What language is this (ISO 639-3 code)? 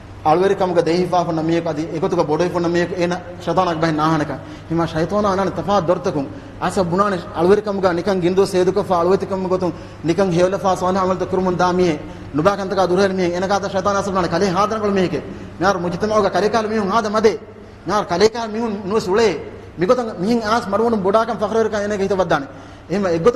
div